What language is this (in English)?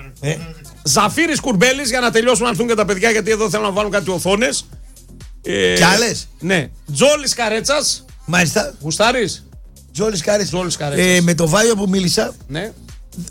Greek